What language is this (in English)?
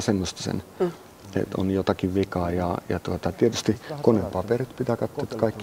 Finnish